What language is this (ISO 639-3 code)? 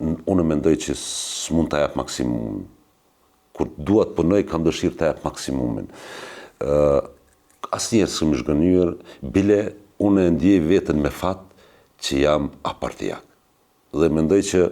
sqi